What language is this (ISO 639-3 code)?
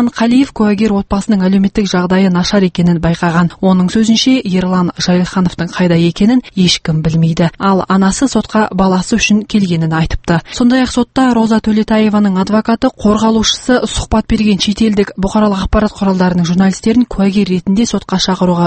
kaz